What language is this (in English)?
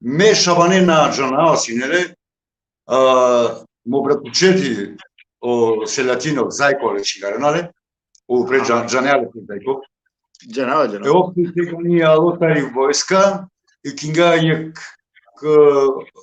Balkan Romani